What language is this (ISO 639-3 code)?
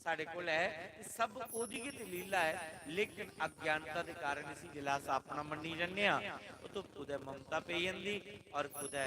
doi